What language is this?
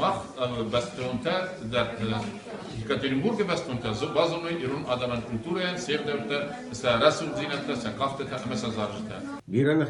Ossetic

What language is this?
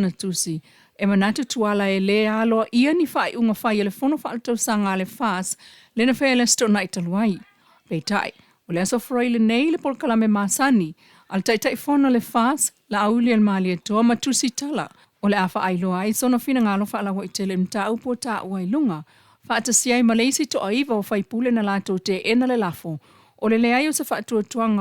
Samoan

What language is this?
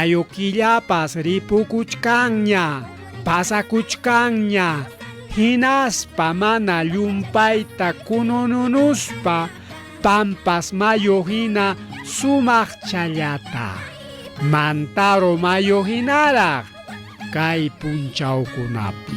Ayacucho Quechua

